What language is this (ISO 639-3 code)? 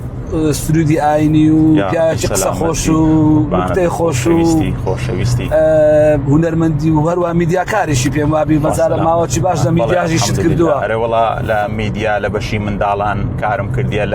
ckb